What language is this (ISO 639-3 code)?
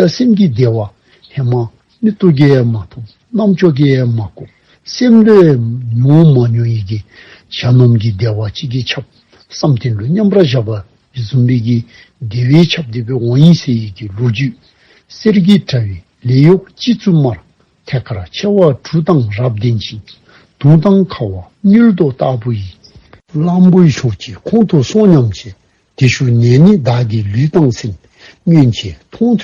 dzo